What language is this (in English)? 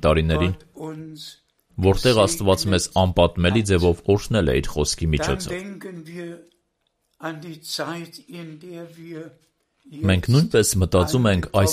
Armenian